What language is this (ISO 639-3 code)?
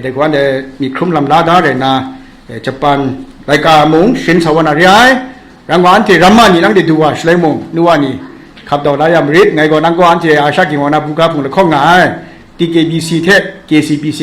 kac